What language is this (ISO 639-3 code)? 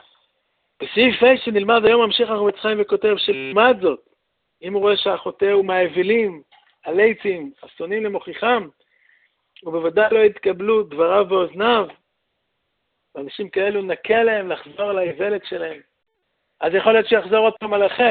heb